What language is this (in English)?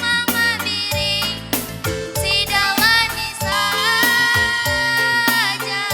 Batak Karo